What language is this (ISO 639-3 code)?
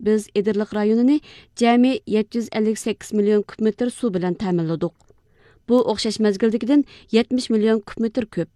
uig